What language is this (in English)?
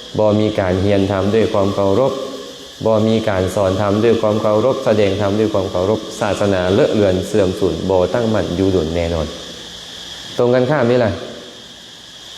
Lao